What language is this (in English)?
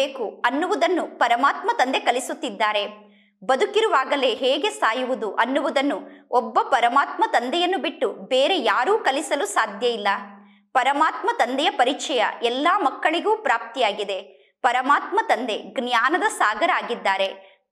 Kannada